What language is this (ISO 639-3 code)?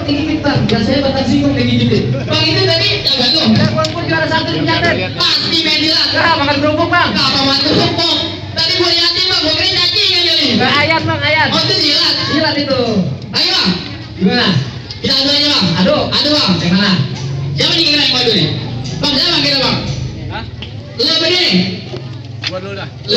bew